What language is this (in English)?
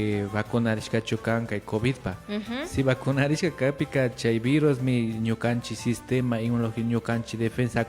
Imbabura Highland Quichua